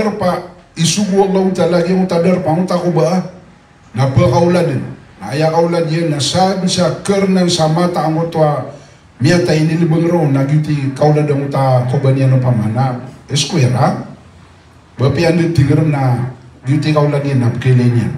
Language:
Maranao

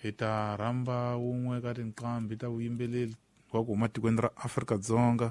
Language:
Tsonga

